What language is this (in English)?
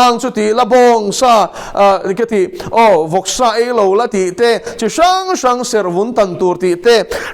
Mizo